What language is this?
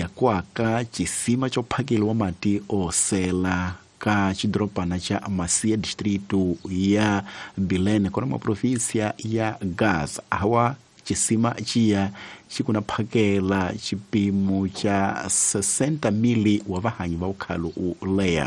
Tsonga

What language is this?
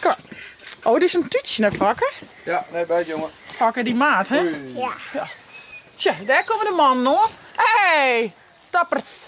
Western Frisian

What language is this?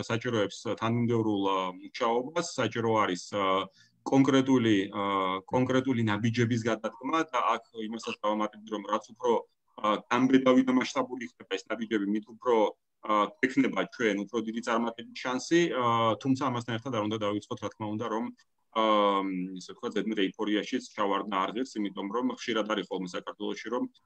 Georgian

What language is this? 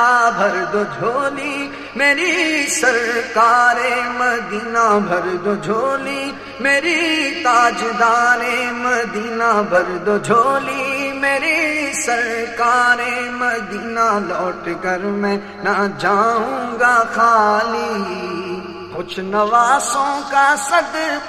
Urdu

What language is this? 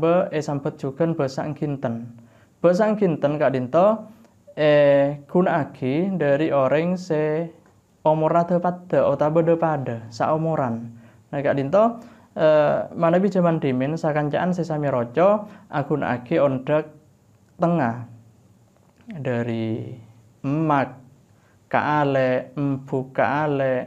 Madurese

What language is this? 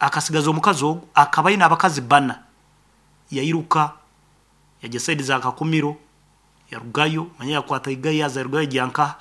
Nyoro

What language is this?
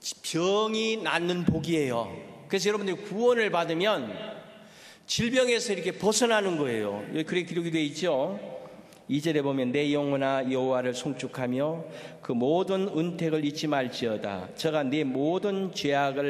Korean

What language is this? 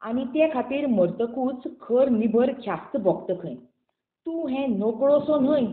Konkani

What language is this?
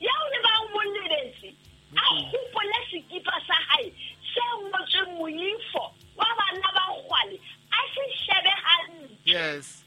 Southern Sotho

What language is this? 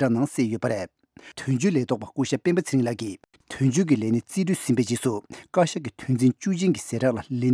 Tibetan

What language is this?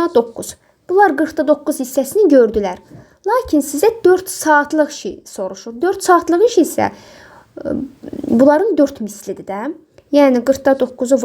Azerbaijani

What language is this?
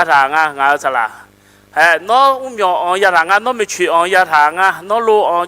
Akha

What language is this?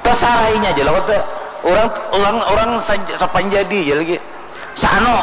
Banjar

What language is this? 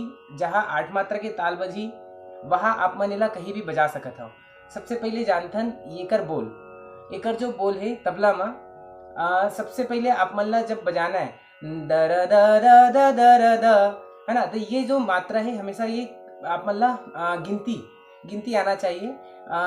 Chhattisgarhi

